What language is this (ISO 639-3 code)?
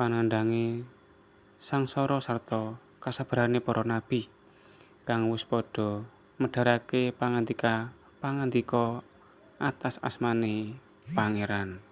jav